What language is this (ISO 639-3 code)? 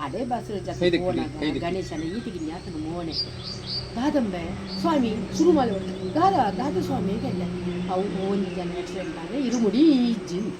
tcy